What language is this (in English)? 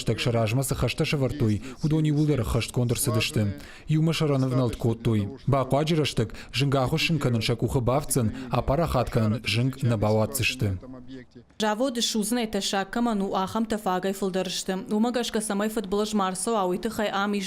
Ossetic